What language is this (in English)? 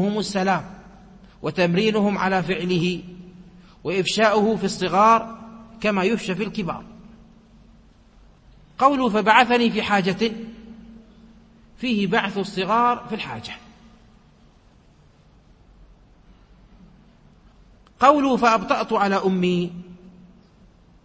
Arabic